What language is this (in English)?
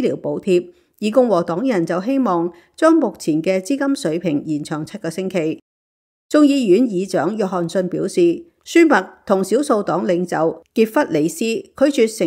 Cantonese